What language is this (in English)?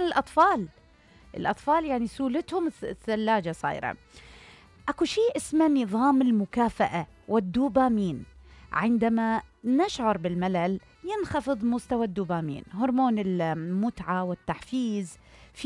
Mesopotamian Arabic